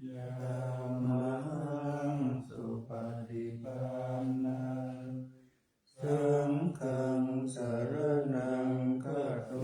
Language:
Pali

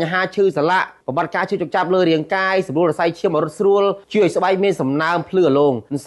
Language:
Khmer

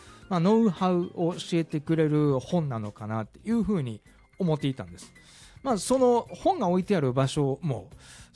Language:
Japanese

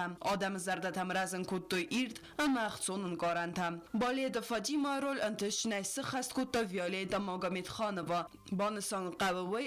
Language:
Ossetic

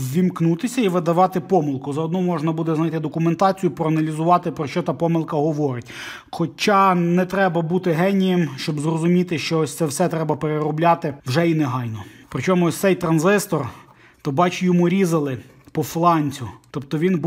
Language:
Ukrainian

